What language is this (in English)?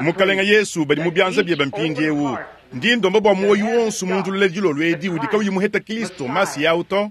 Luba-Lulua